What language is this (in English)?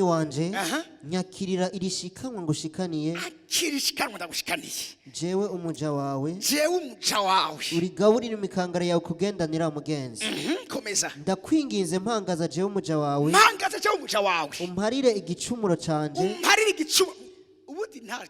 Rundi